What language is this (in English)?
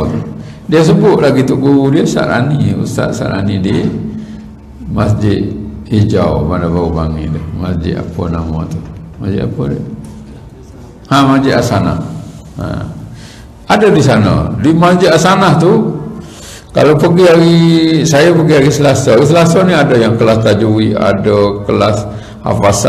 Malay